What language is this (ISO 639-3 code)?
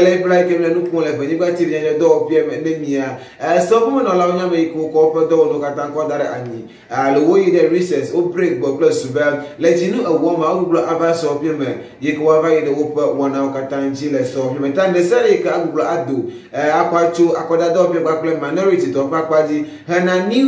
ewe